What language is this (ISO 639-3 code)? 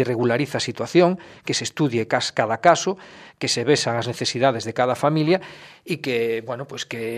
glg